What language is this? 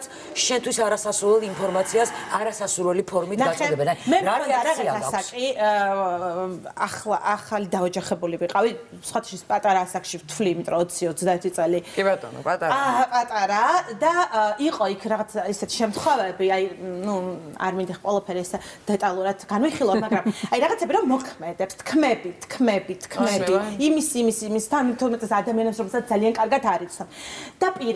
Georgian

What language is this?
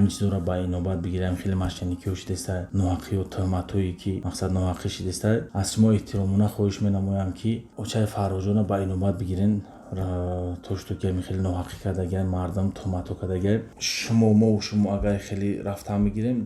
Tajik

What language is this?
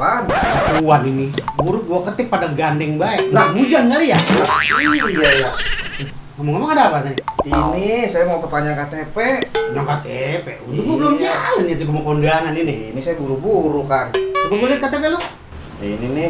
Betawi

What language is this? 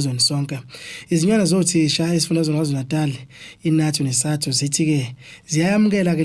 Zulu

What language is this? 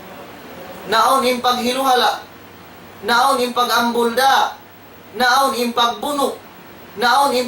Tausug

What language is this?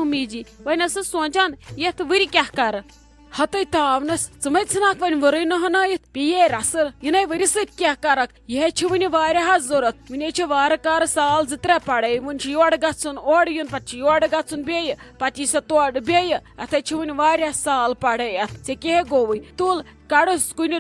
Kashmiri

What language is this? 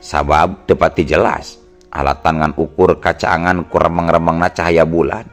Sundanese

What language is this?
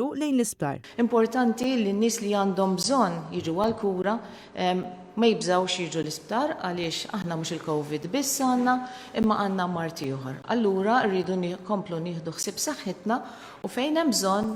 Maltese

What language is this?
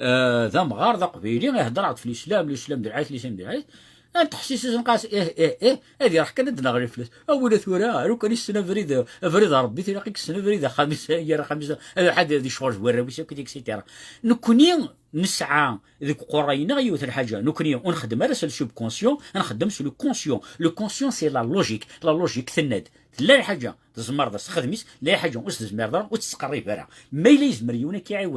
Kabyle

